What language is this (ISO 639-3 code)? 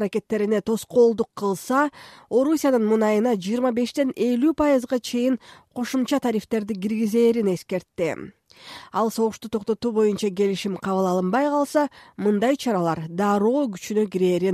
kir